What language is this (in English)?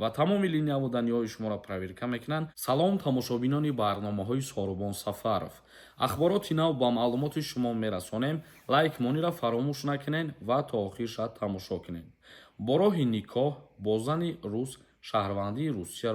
Tajik